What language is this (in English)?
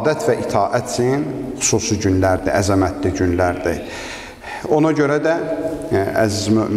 Azerbaijani